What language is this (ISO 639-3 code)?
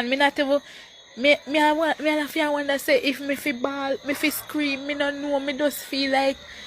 jam